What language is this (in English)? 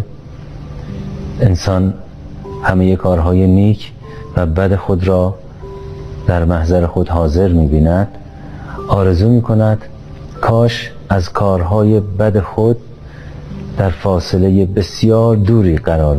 Persian